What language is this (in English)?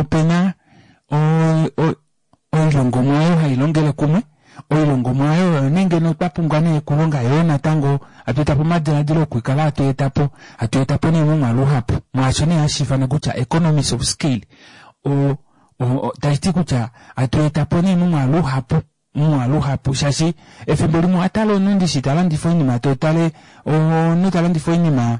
Kuanyama